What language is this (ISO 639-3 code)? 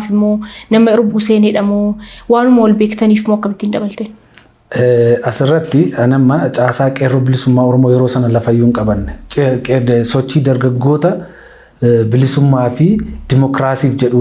orm